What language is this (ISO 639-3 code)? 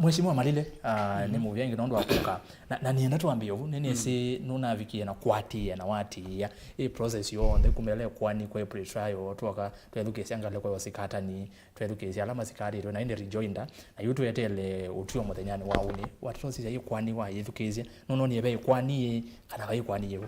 kam